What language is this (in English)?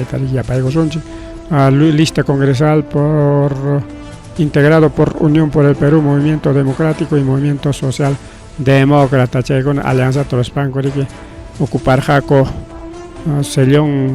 Ayacucho Quechua